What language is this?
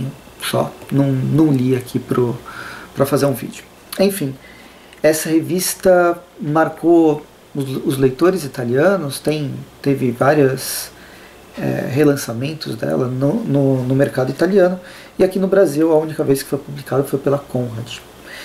Portuguese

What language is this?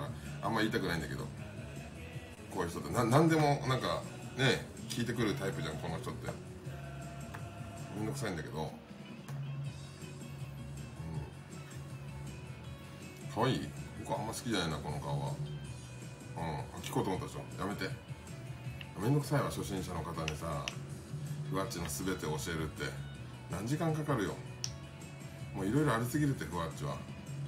Japanese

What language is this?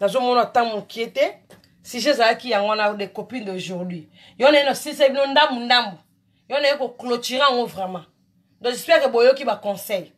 Lingala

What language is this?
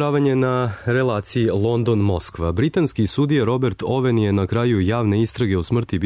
Serbian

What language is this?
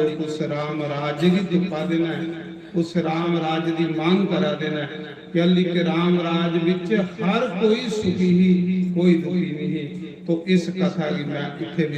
Dogri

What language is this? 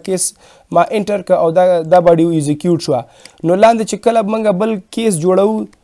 Pashto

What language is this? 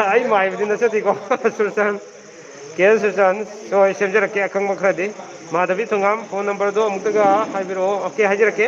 Manipuri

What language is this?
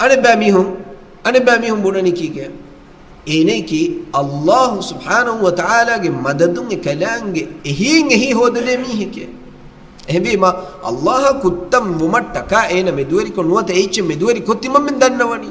Divehi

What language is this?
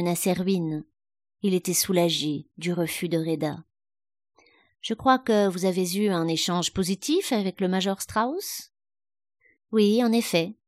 French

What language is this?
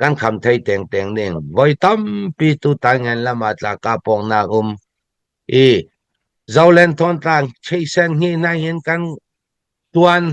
Falam Chin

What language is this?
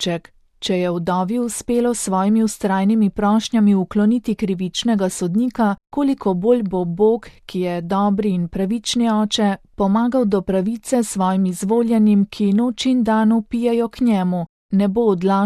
Slovenian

